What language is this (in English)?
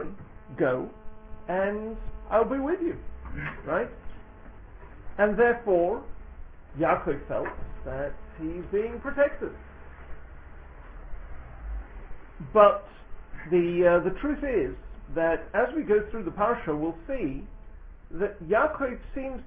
English